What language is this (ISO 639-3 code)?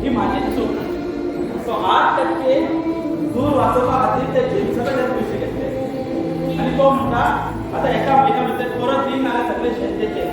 kok